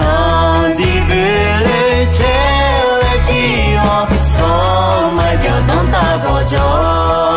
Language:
Akha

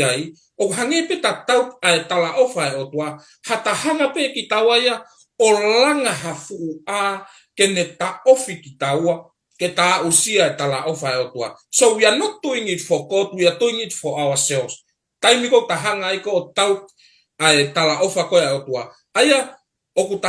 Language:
Tongan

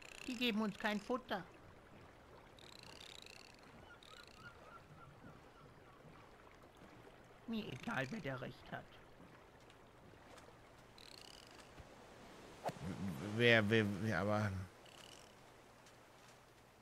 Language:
German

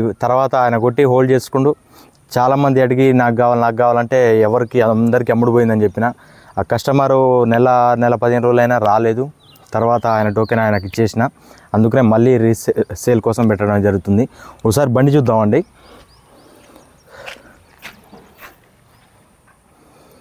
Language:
Telugu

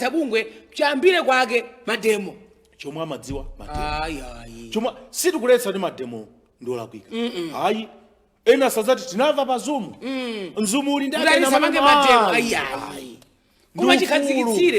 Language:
Nyanja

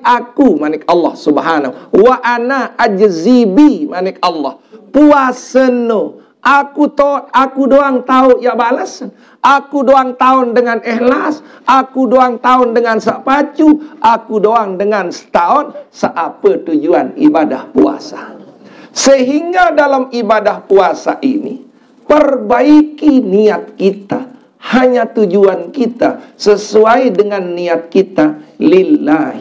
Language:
Sasak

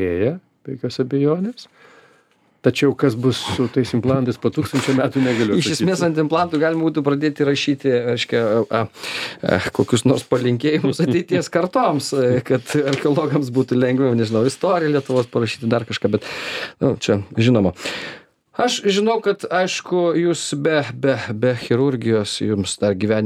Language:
Lithuanian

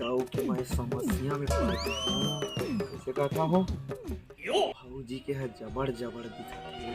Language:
Chhattisgarhi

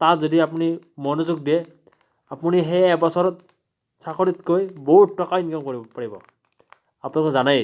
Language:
Assamese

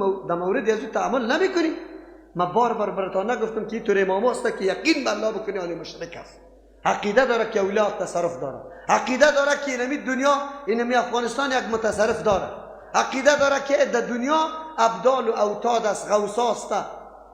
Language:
Persian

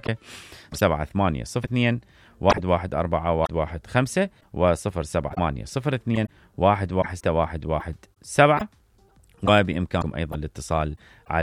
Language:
Mesopotamian Arabic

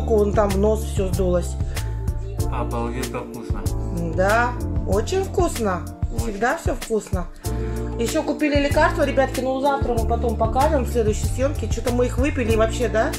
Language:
Russian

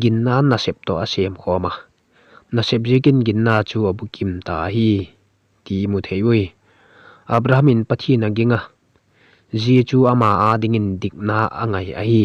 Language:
Vaiphei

